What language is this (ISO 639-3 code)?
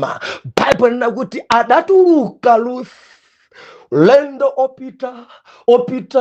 nya